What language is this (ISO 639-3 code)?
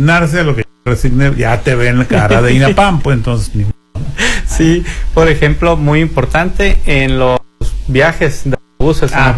spa